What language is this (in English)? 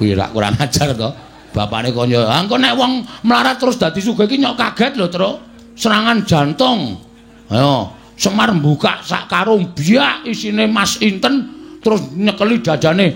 Javanese